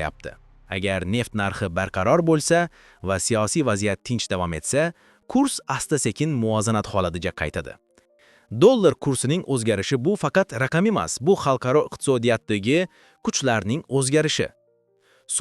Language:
Uzbek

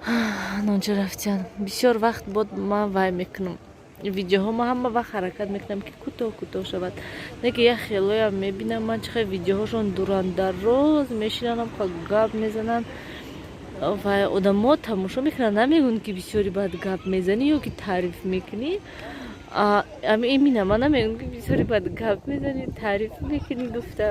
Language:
Tajik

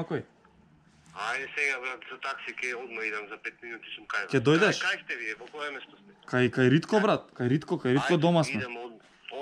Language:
Macedonian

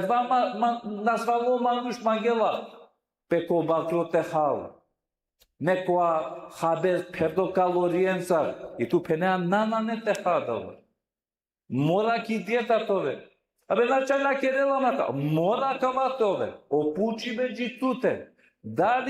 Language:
Balkan Romani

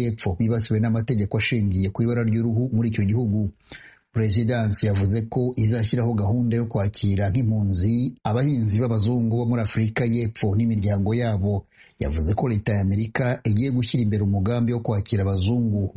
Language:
Kinyarwanda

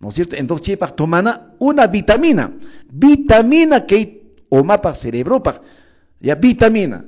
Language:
Quechua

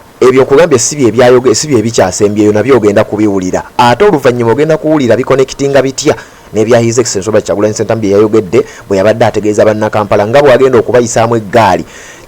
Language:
Ganda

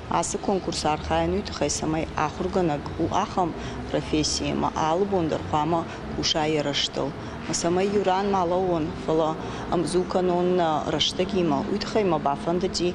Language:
Ossetic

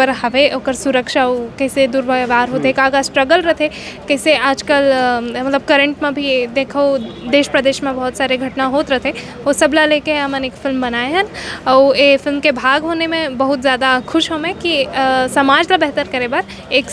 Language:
Chhattisgarhi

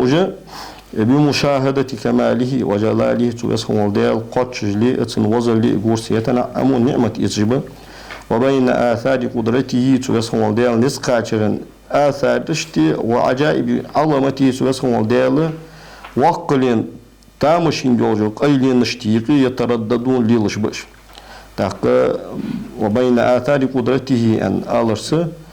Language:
Ingush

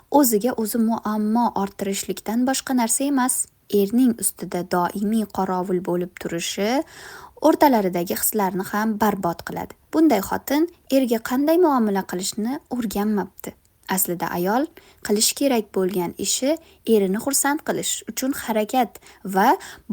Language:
Uzbek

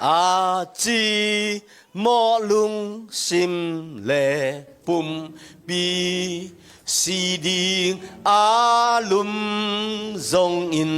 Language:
Tedim Chin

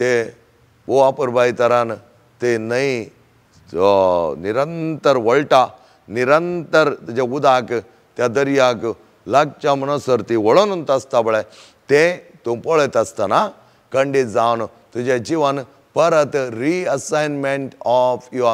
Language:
Konkani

